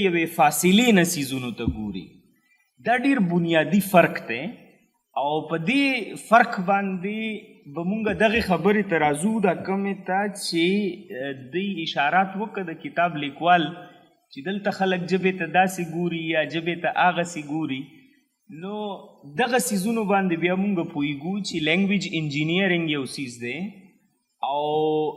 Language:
Pashto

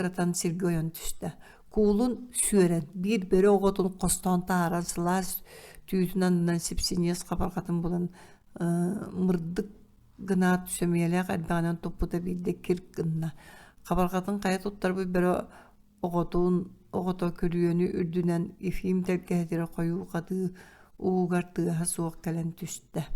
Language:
Yakut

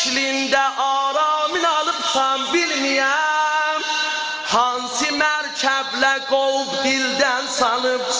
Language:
South Azerbaijani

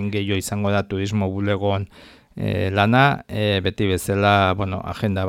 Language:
Basque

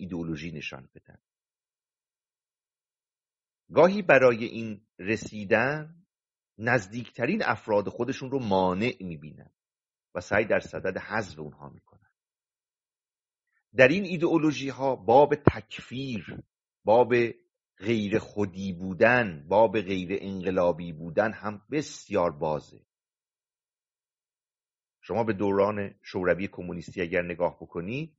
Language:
Persian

